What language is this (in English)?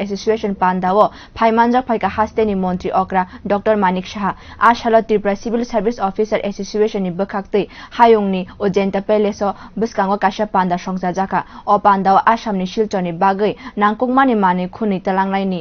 Kok Borok